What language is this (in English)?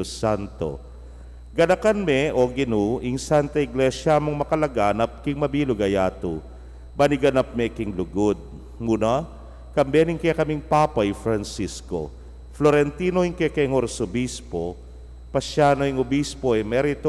Pampanga